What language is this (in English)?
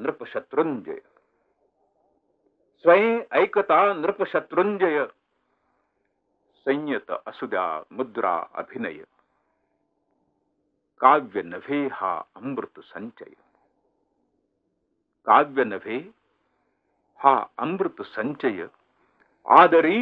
Marathi